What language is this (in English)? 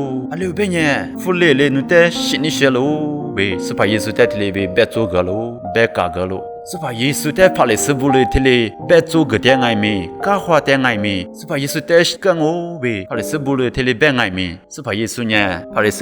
Lisu